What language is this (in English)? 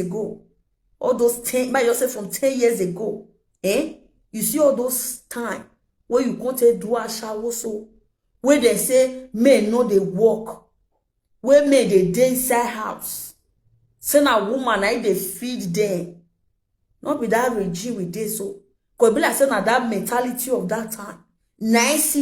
Nigerian Pidgin